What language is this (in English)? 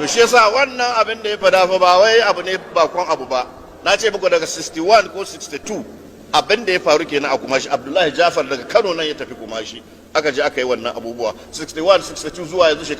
Hausa